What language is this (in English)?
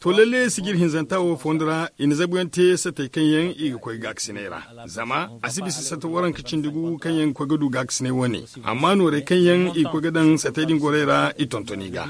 Zarma